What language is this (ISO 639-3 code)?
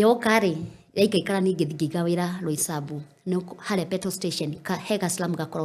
kik